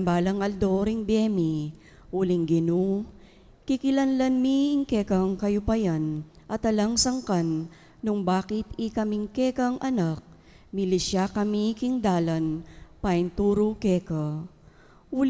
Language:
Pampanga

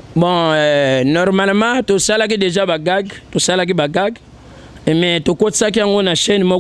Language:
Lingala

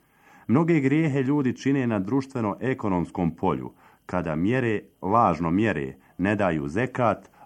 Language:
Bosnian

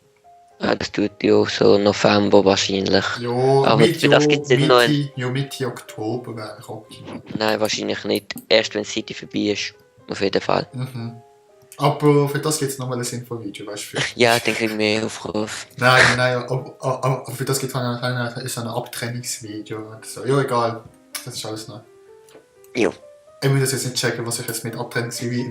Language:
Swiss German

